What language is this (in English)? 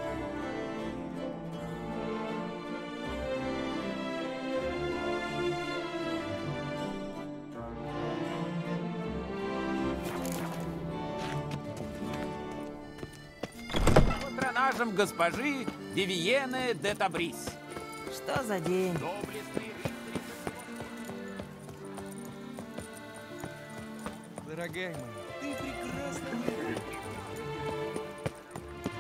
Russian